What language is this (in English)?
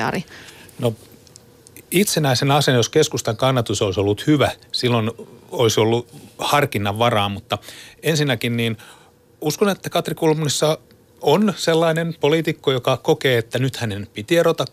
Finnish